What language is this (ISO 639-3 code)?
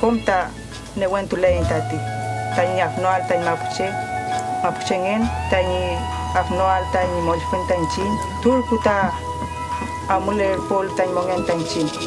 arn